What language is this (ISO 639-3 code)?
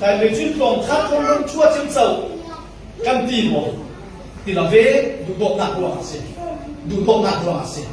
cfm